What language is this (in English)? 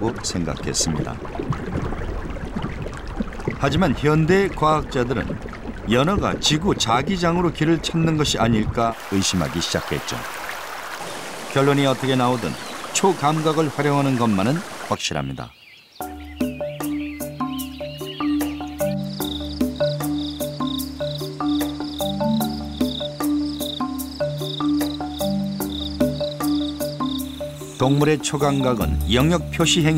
Korean